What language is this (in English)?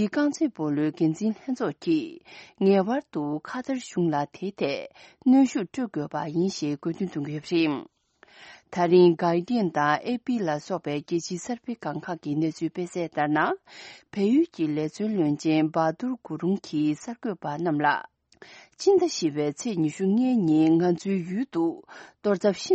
Tibetan